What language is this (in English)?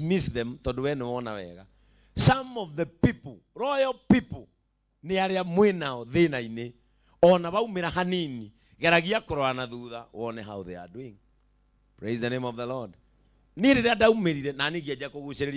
Kikuyu